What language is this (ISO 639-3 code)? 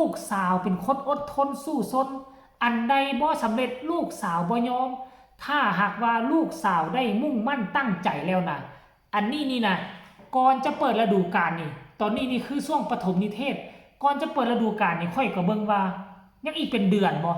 lao